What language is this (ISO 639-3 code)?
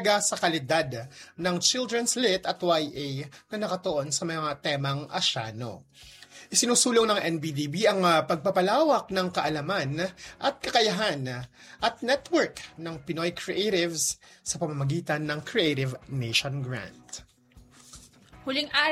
fil